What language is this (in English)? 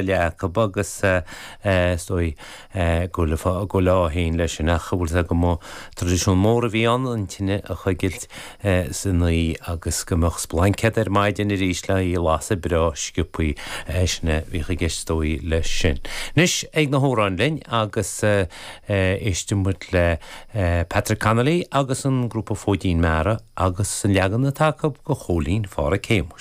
Irish